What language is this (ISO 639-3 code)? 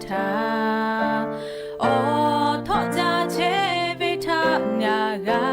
lhu